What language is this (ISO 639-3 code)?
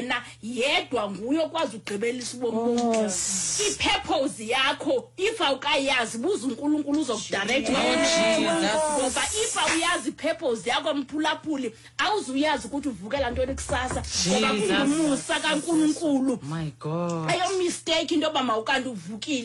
xho